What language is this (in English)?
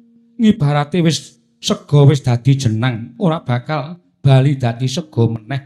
Javanese